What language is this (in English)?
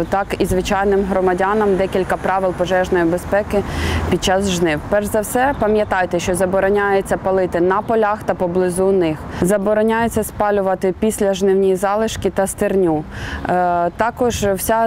Ukrainian